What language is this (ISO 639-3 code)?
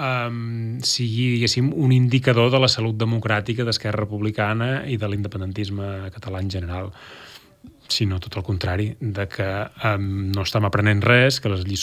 cat